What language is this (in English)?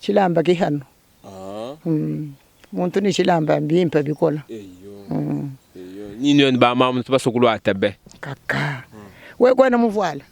Luba-Lulua